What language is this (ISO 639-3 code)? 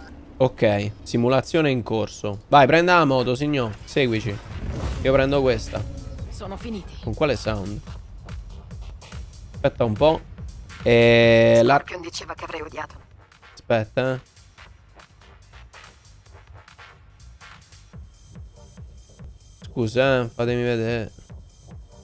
ita